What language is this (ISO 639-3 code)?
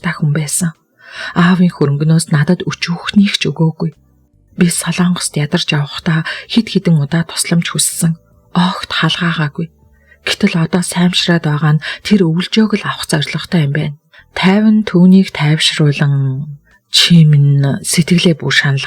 mon